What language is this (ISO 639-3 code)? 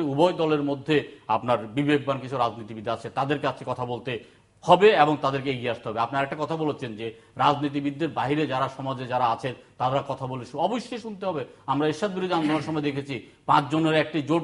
ben